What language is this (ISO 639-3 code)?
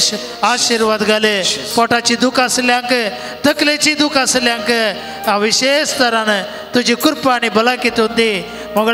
kok